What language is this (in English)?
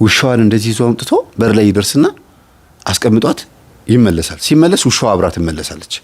Amharic